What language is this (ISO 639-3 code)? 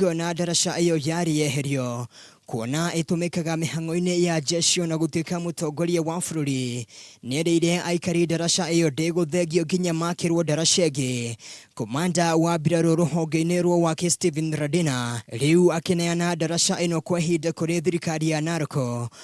kik